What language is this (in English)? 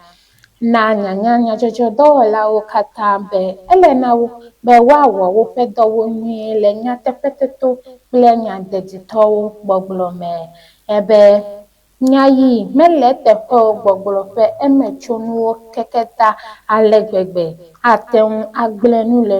Ewe